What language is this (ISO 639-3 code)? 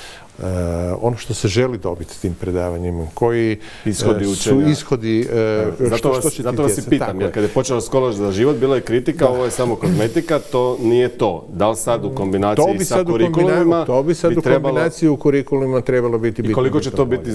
hrv